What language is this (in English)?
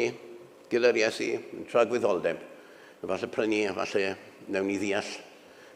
Welsh